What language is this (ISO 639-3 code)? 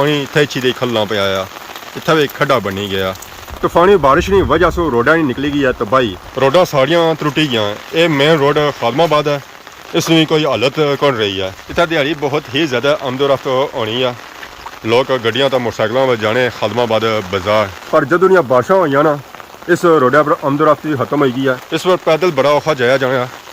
phr